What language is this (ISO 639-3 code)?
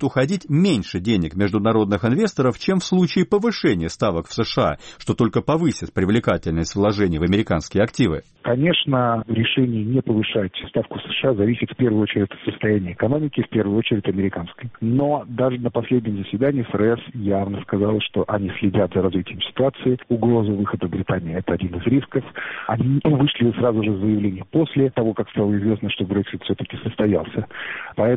rus